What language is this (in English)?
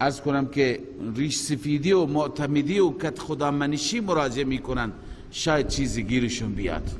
Persian